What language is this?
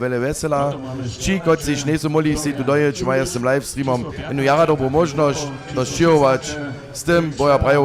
Upper Sorbian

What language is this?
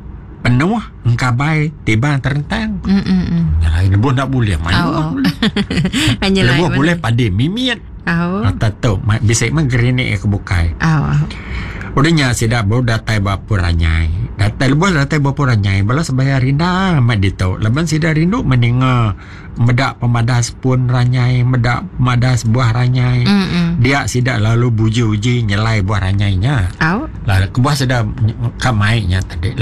Iban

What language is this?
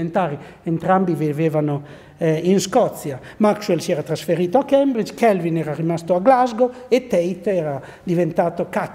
Italian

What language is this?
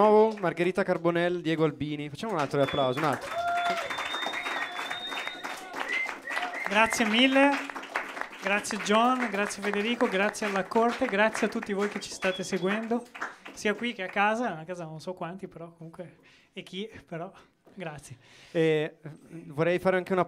Italian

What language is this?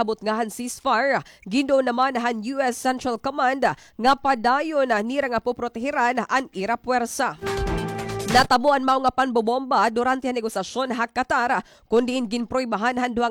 Waray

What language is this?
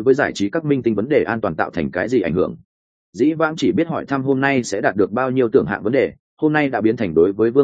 Vietnamese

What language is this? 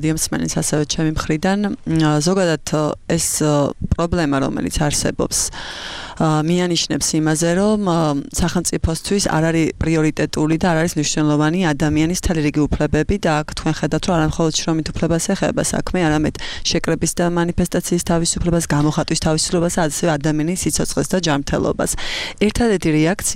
Georgian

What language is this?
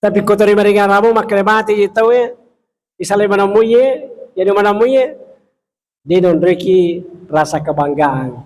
Buginese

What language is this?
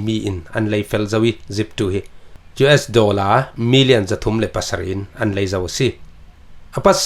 Falam Chin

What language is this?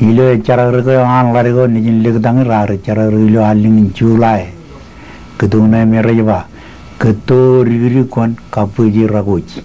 Marshallese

